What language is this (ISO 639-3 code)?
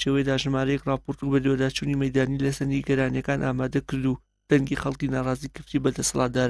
ckb